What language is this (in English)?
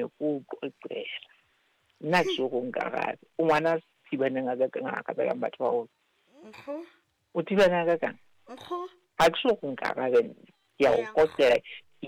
Southern Sotho